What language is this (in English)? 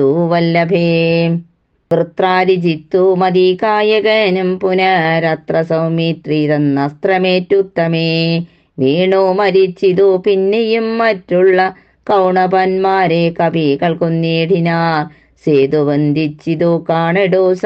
Malayalam